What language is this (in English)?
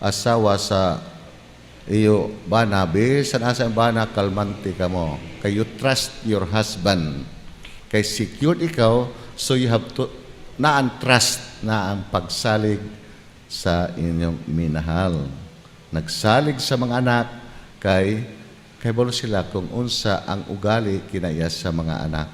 Cebuano